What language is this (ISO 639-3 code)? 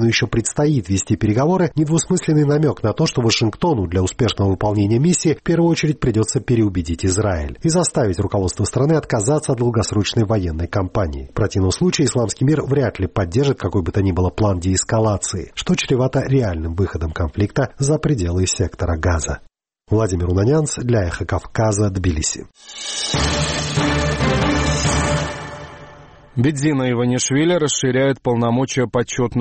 rus